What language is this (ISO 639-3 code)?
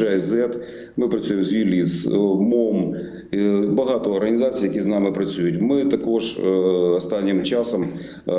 ukr